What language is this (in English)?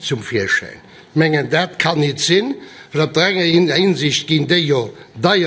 Luxembourgish